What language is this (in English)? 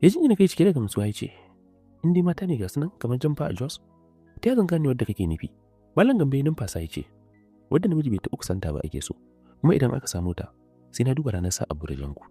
Hausa